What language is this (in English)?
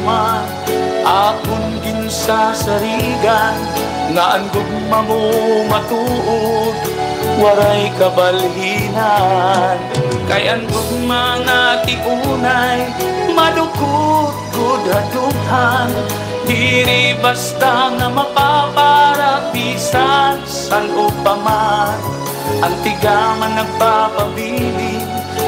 Waray